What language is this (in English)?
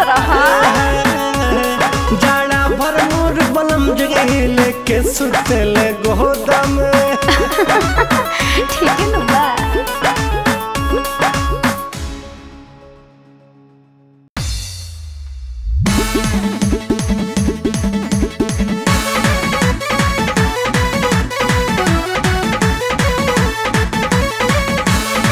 Bhojpuri